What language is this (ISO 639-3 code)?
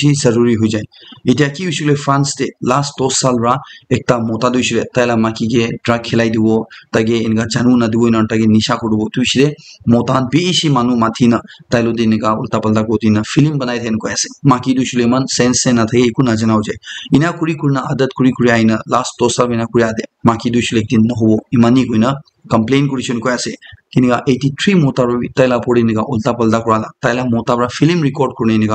nag